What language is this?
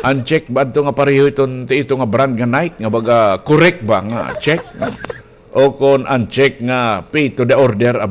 Waray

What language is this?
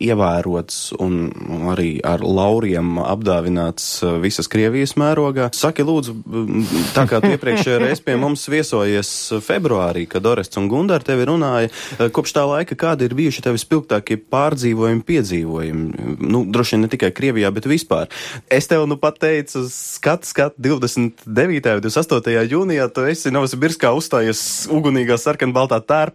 Latvian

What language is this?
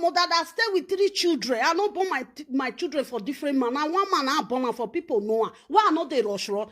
Nigerian Pidgin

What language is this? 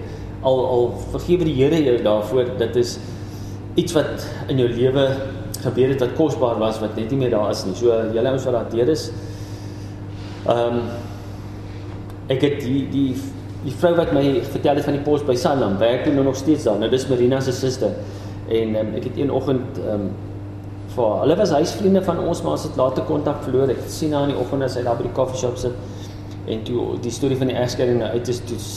Afrikaans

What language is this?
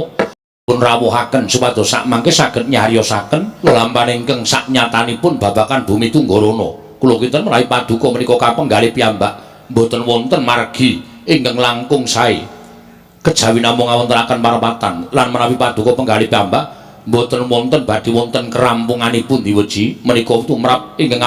Javanese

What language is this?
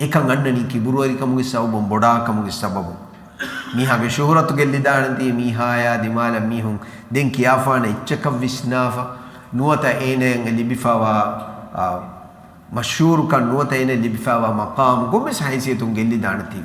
Divehi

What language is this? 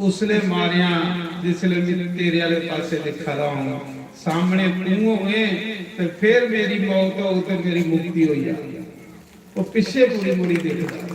Dogri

